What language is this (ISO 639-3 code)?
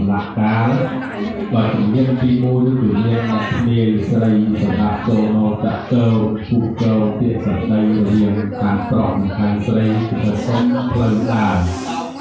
khm